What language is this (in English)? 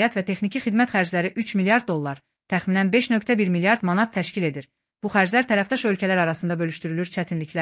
Azerbaijani